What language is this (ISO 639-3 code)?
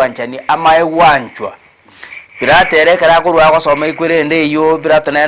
guz